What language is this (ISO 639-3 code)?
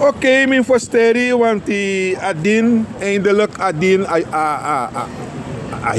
srn